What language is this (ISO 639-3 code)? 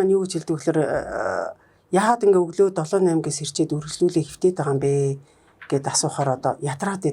mon